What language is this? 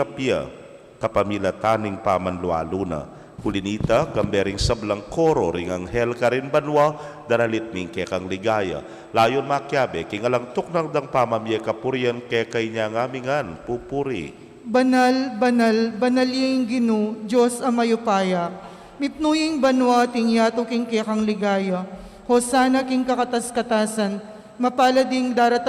Pampanga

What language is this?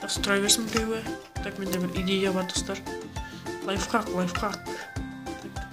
Kara-Kalpak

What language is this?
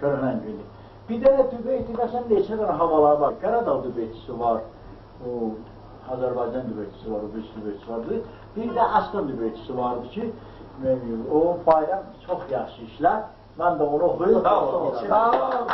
South Azerbaijani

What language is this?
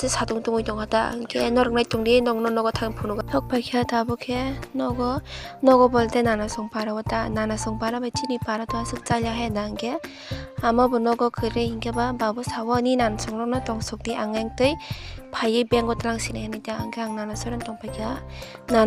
Kok Borok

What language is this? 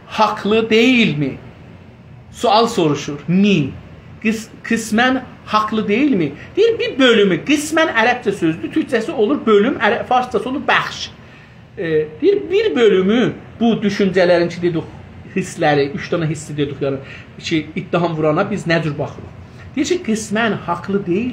South Azerbaijani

